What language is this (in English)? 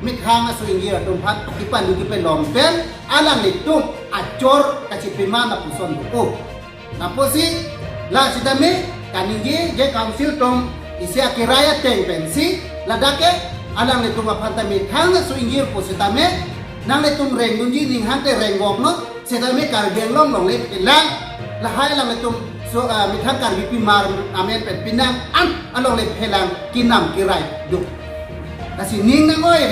Karbi